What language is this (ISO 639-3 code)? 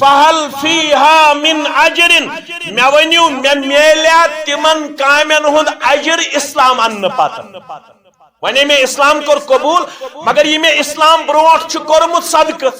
kas